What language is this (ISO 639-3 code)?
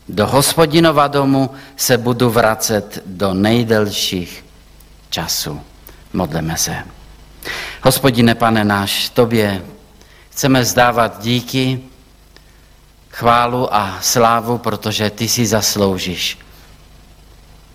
ces